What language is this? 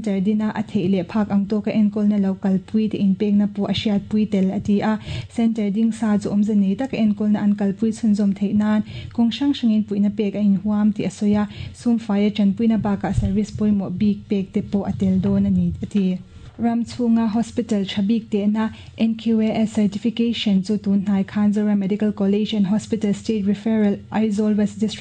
Mizo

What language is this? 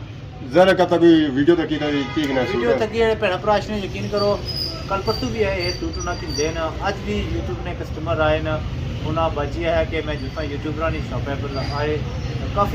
Pahari-Potwari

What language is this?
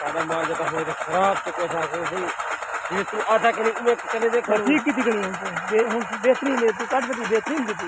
Saraiki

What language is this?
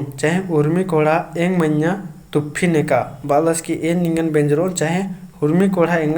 Kurukh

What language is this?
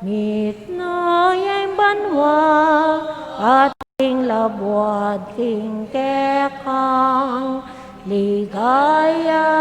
Pampanga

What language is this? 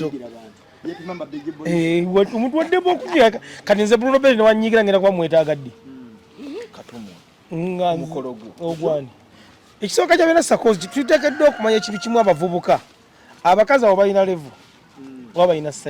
Ganda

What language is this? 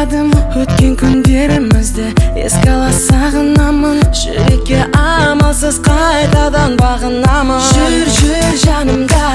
Kazakh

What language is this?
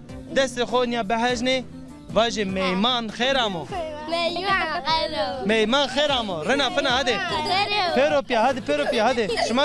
Zaza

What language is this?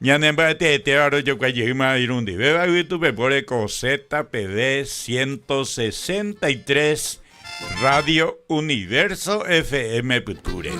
Guarani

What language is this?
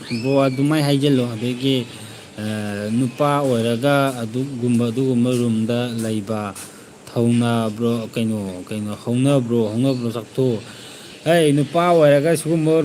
Manipuri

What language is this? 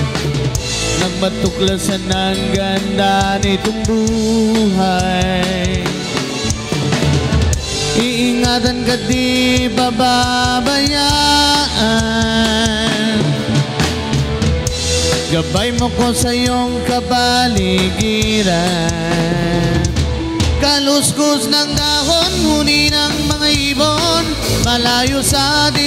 Filipino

